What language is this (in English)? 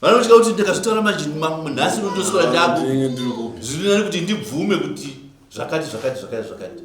Shona